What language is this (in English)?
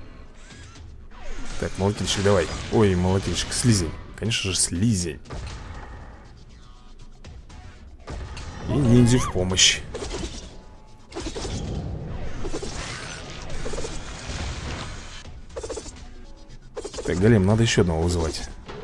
Russian